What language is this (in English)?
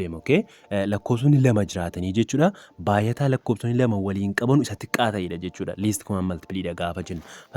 Oromo